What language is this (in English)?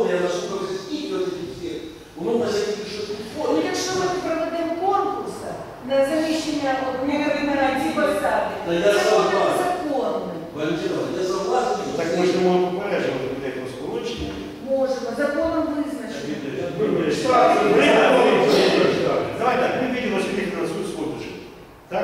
Ukrainian